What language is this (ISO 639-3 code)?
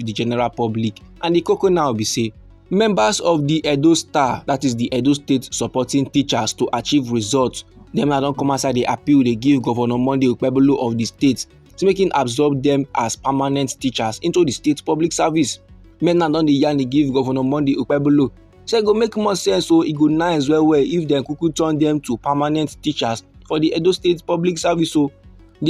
pcm